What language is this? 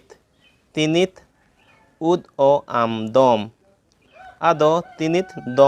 Santali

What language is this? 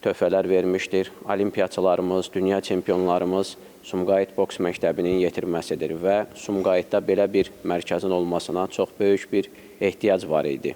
Azerbaijani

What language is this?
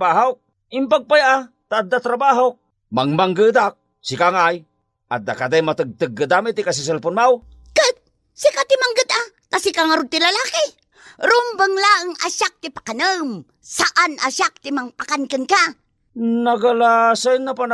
Iloko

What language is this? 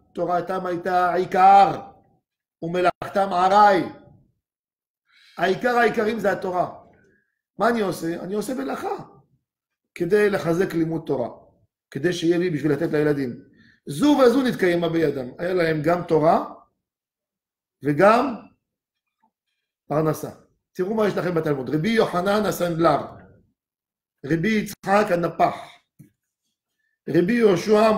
Hebrew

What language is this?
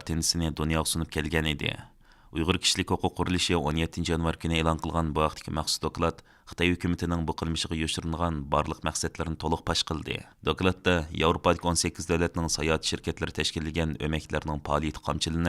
Uyghur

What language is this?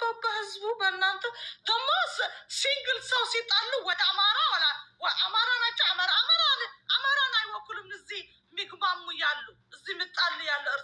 Amharic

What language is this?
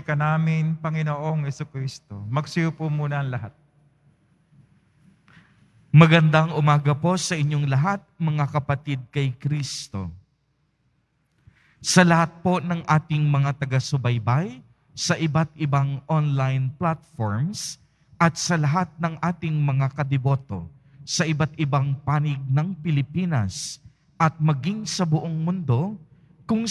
Filipino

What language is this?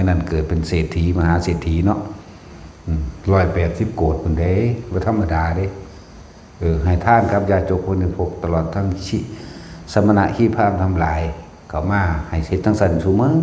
Northeastern Thai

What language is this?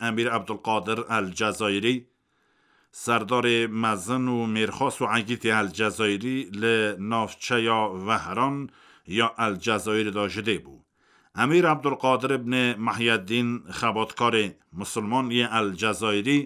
Kurdish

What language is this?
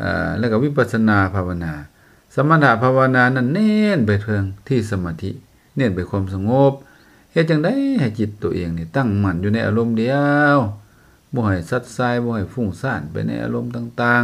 Lao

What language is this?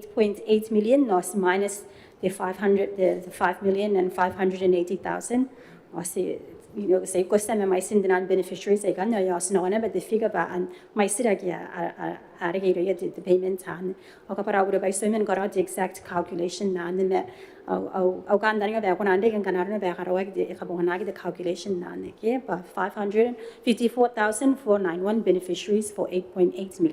Gilbertese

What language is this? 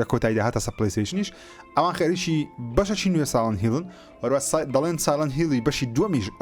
Central Kurdish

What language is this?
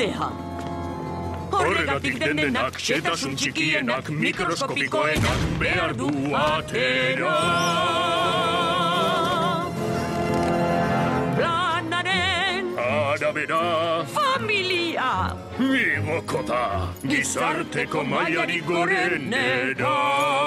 Basque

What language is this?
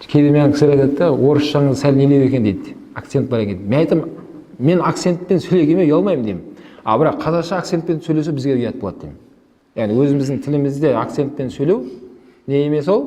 Kazakh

